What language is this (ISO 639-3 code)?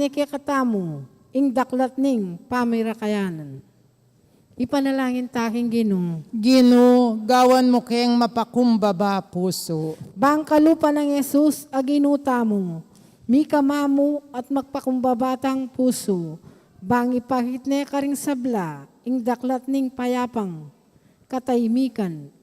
pam